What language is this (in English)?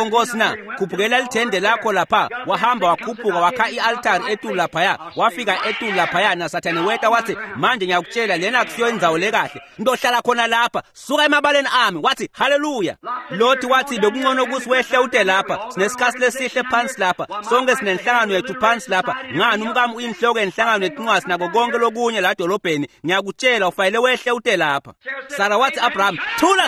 Swati